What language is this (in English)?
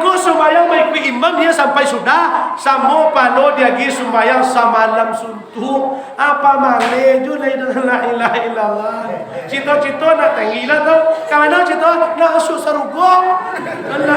Minangkabau